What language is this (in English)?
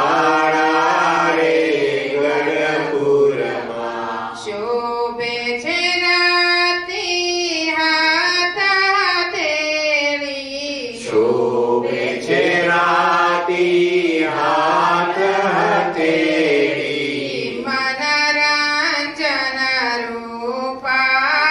Gujarati